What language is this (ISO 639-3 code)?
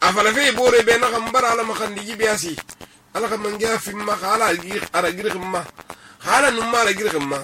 sus